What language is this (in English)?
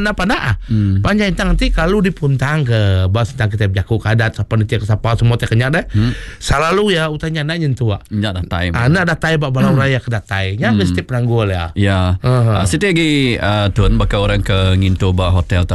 Iban